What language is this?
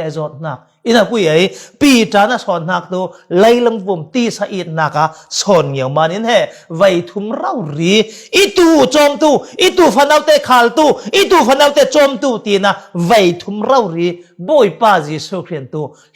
Falam Chin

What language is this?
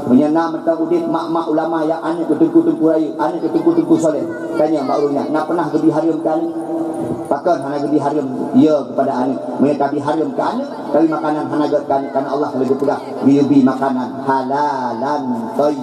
Achinese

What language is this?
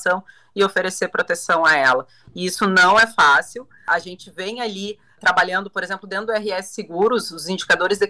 Portuguese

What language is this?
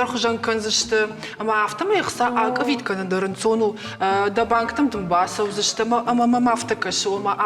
Ossetic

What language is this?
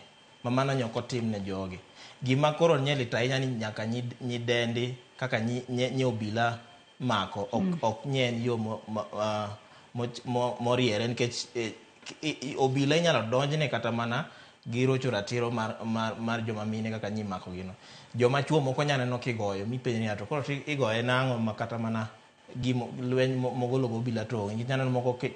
Luo (Kenya and Tanzania)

